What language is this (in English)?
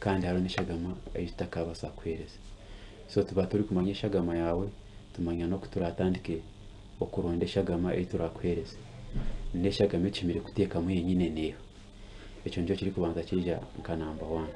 Nyankole